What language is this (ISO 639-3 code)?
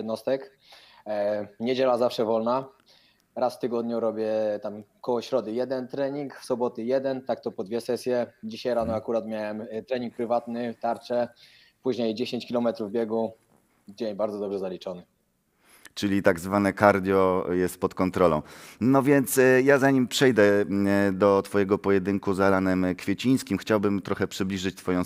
pol